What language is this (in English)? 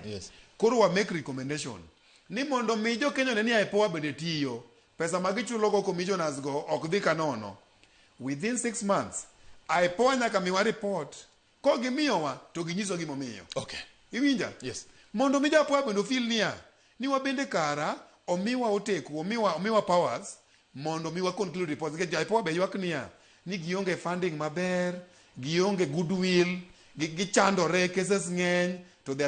Luo (Kenya and Tanzania)